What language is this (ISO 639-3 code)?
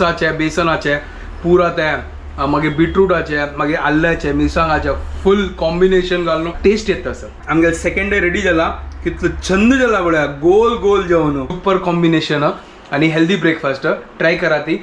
kok